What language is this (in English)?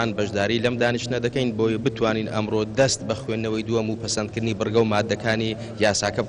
Central Kurdish